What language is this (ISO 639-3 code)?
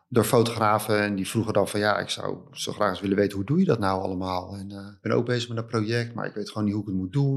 nld